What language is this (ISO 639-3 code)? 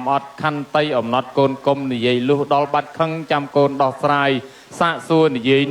khm